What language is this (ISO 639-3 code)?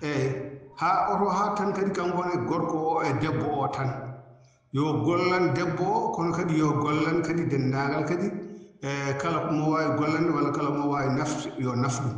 ful